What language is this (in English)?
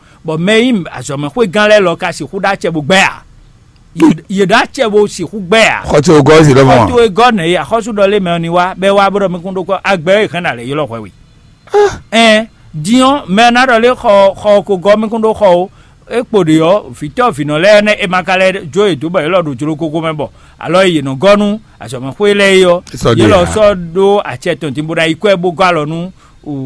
Fon